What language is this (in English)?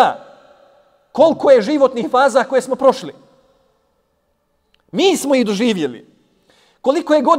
Bosnian